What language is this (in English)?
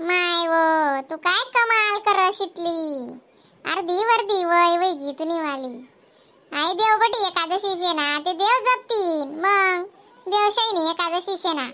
Khandesi